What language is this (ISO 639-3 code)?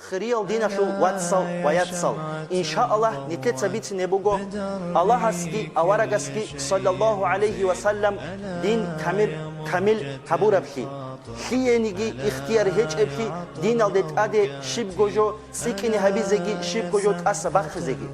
ava